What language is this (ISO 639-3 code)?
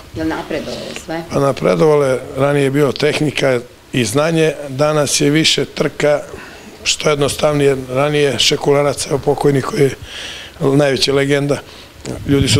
srp